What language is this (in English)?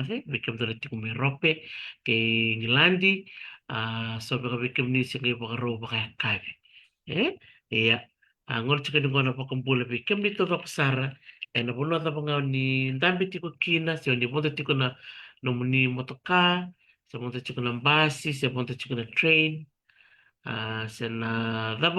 Fijian